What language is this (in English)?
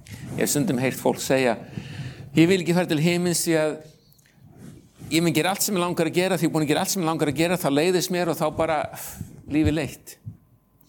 Icelandic